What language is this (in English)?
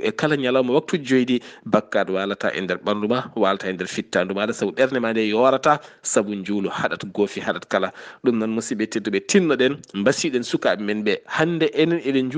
Fula